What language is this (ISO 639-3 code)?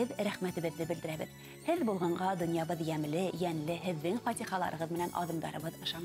bak